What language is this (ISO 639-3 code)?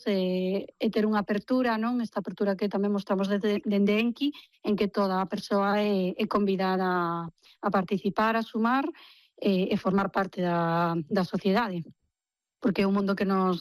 glg